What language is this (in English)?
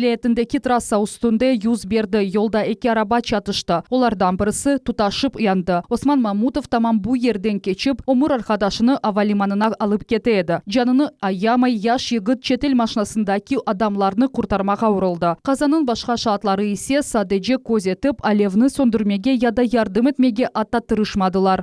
Crimean Tatar